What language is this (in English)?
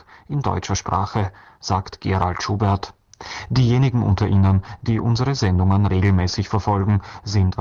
German